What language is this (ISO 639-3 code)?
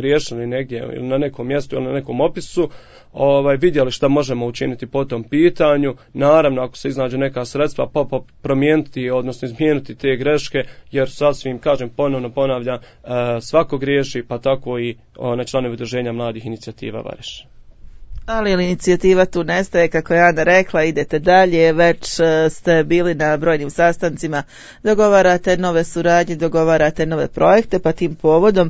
bos